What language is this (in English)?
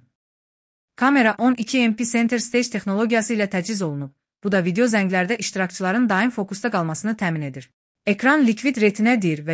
Azerbaijani